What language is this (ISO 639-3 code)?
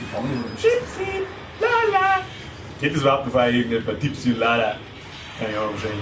bar